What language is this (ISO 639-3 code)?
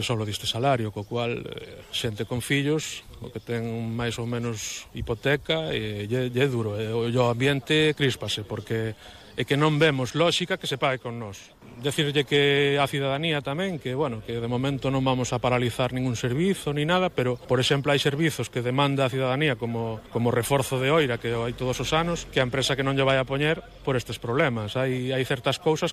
glg